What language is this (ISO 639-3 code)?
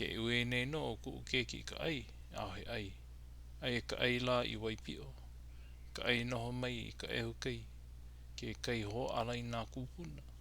haw